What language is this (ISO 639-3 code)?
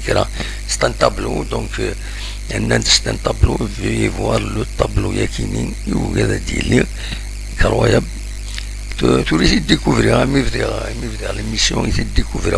kab